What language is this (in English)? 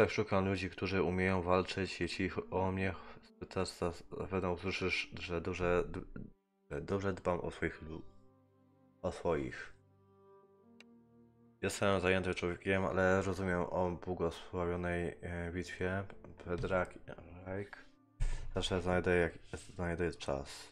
Polish